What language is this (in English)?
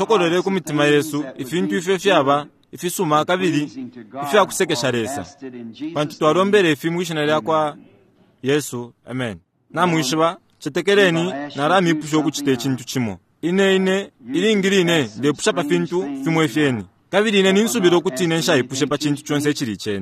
Bemba